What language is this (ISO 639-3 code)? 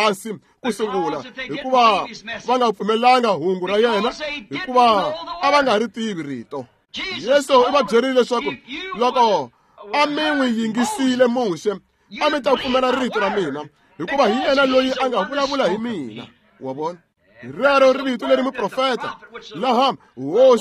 tso